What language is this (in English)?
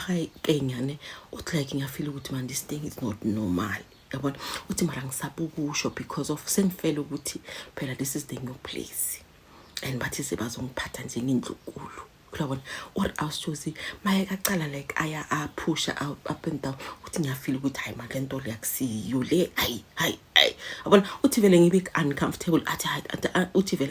Zulu